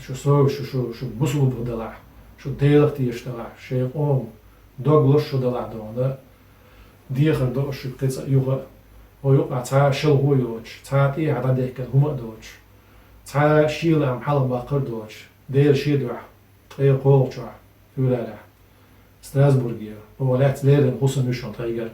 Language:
Chechen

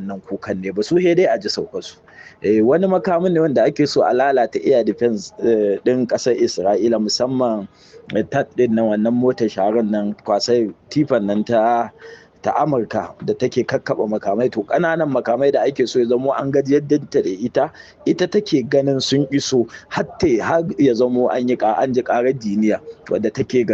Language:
Hausa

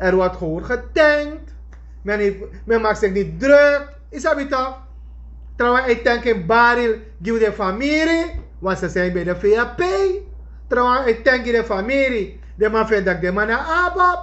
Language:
Sranan Tongo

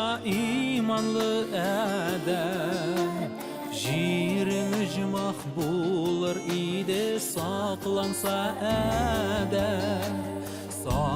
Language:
Tatar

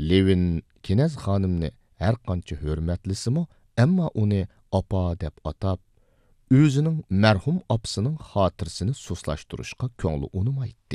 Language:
Uyghur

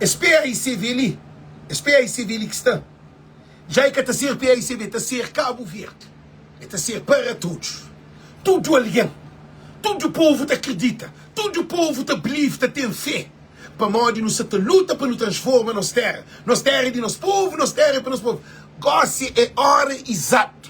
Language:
Kabuverdianu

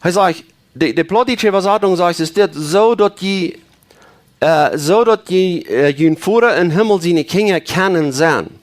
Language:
Plautdietsch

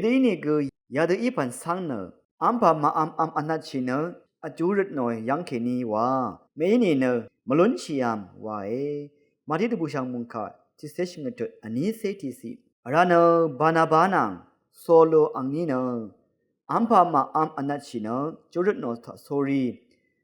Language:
Rawang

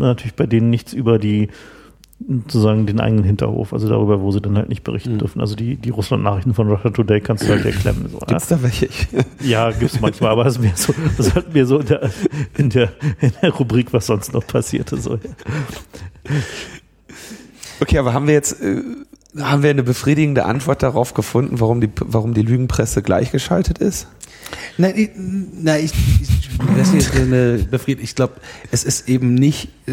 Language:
German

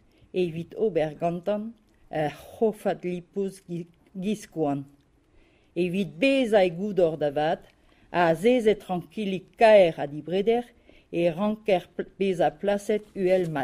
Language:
Breton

